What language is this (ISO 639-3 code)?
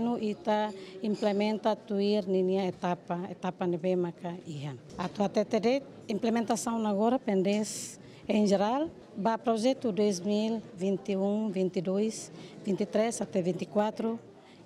tet